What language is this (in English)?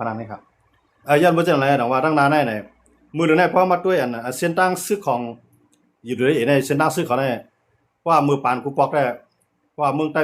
Shan